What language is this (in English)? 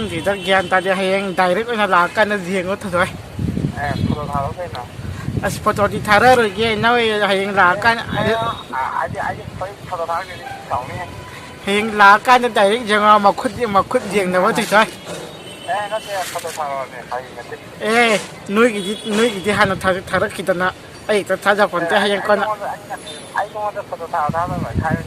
Manipuri